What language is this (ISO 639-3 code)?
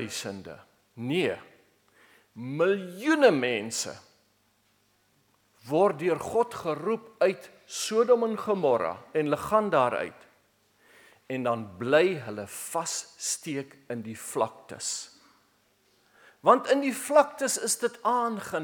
afr